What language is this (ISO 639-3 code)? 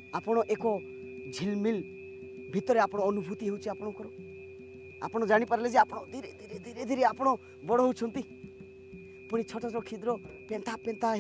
ori